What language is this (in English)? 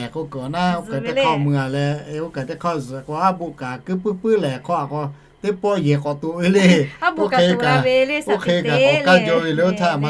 Lahu